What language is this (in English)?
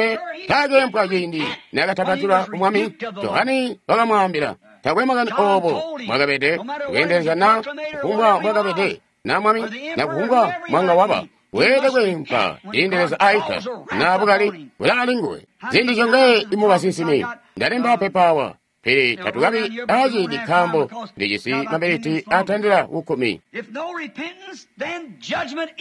Tonga (Zambia)